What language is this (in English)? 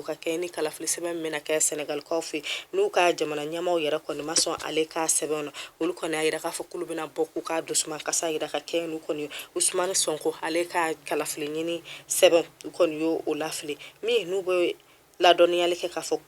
Bambara